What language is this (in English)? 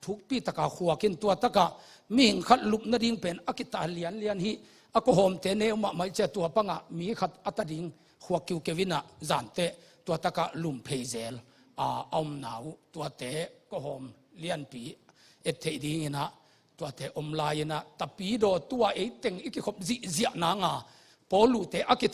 Tedim Chin